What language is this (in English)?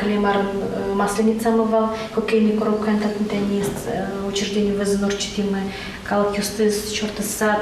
Udmurt